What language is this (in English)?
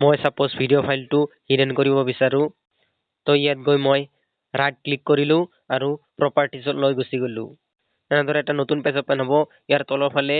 Assamese